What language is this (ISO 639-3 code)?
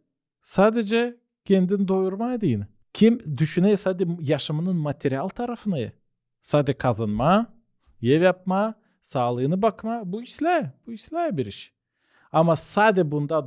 gag